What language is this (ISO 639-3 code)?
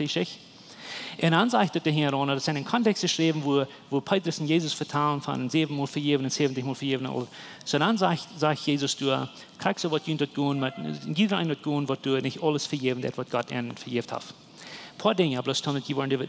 pdt